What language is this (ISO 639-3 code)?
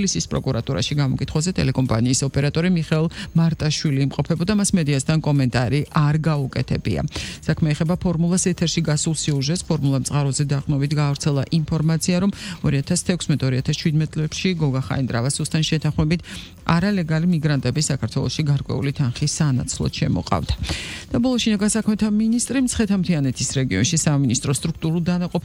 kat